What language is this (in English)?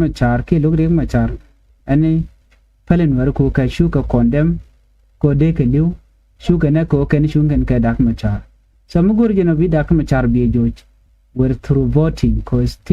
Nuer